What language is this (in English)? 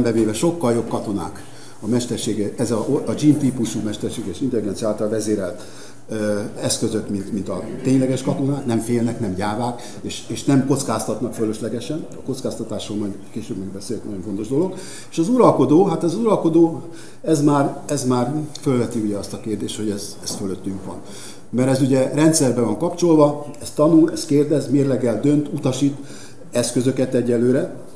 Hungarian